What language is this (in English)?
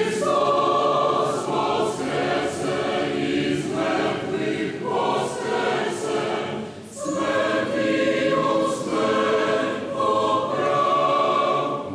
Rusyn